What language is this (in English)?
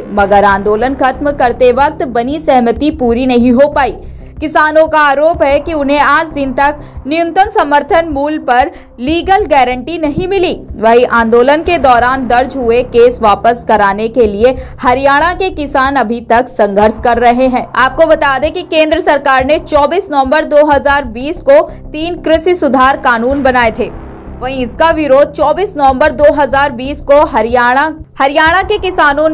Hindi